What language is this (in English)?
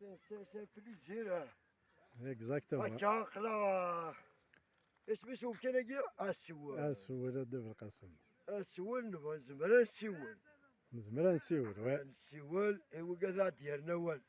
Kabyle